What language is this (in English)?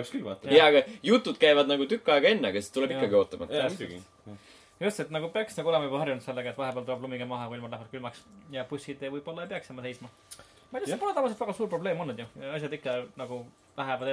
Estonian